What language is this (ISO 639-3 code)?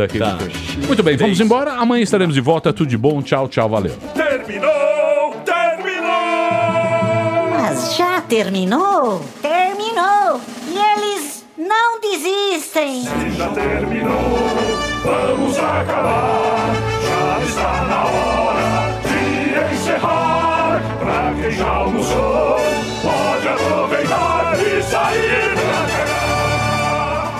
por